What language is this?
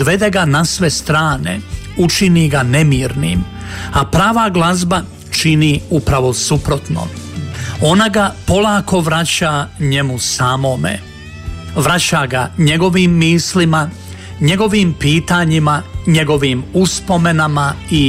Croatian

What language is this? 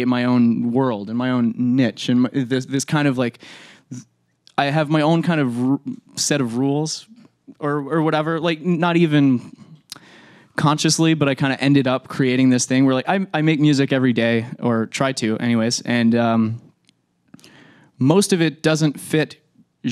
English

